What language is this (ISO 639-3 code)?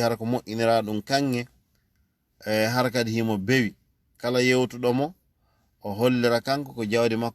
ful